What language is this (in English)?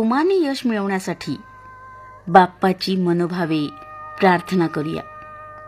Marathi